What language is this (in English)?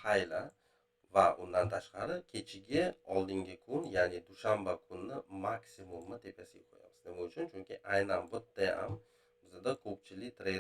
Uzbek